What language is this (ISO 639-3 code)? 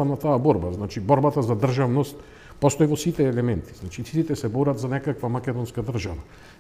mkd